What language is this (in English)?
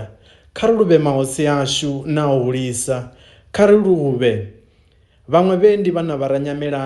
Venda